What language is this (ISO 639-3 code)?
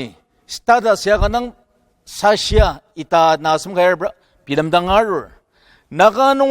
njo